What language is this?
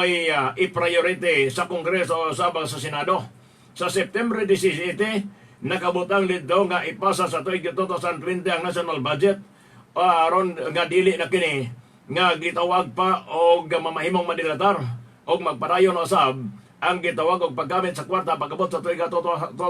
Cebuano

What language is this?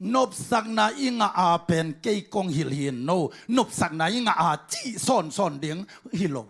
Tedim Chin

